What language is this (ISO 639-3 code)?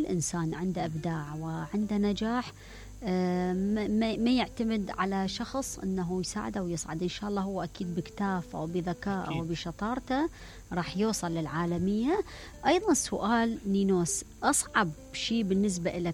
acm